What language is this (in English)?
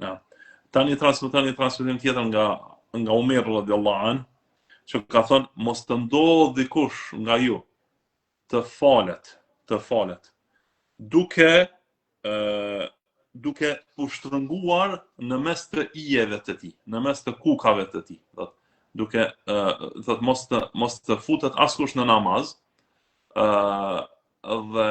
Albanian